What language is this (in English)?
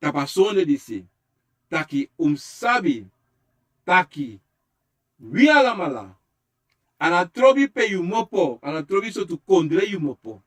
Sranan Tongo